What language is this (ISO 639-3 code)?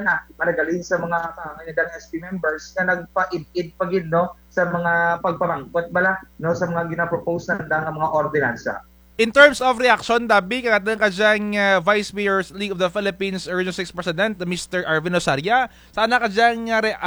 krj